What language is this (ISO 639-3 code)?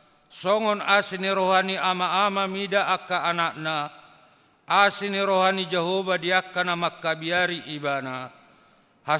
bbc